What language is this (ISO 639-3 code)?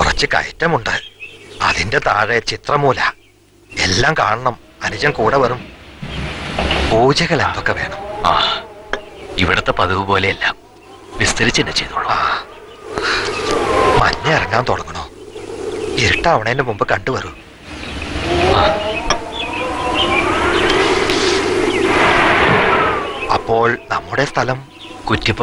mal